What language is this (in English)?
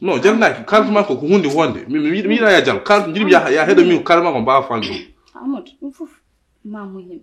Fula